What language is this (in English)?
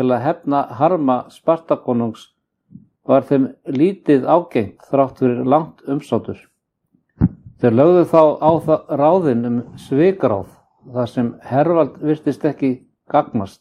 Icelandic